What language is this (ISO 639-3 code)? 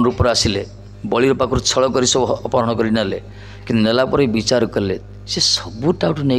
ori